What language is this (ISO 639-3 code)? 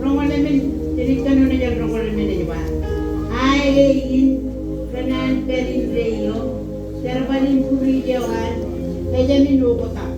mah